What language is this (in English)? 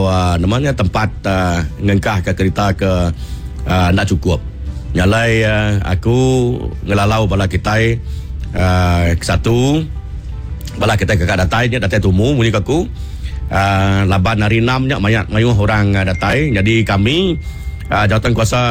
Iban